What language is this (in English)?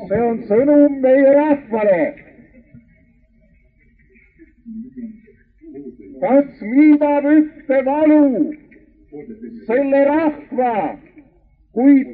Estonian